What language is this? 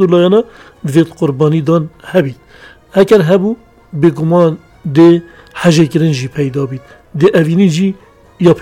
Kurdish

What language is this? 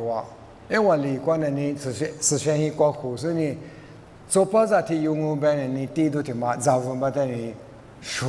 Lisu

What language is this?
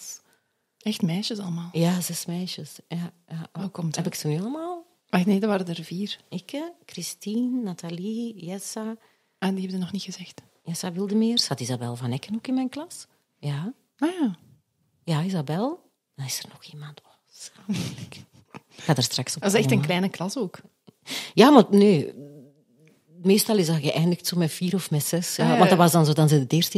Dutch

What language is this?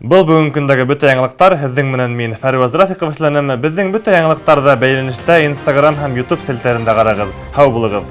Bashkir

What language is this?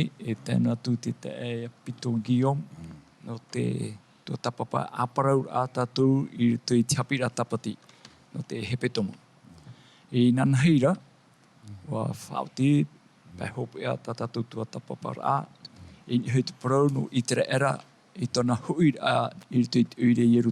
Tahitian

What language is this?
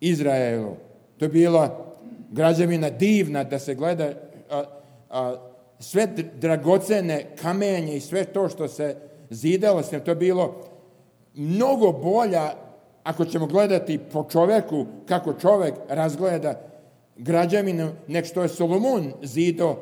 Serbian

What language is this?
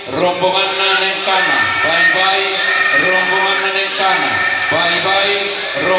Toraja-Sa'dan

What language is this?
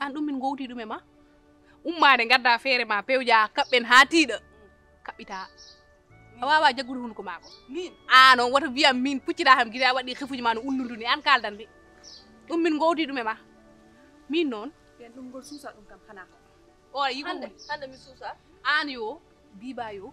Fula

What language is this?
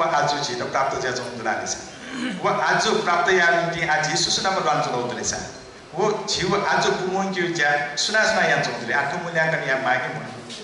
Newari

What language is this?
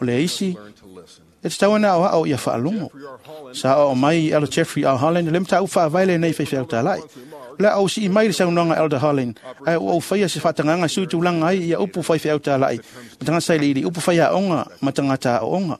Samoan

